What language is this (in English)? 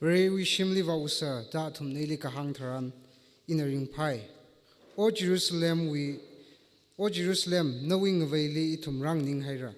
Tangkhul Naga (India)